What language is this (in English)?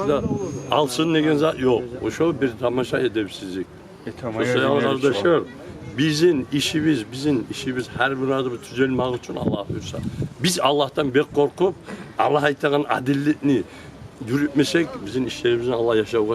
Kumyk